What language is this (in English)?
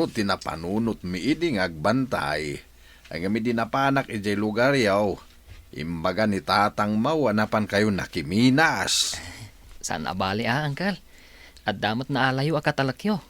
Iloko